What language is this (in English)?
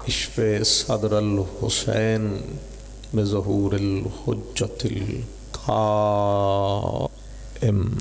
Pahari-Potwari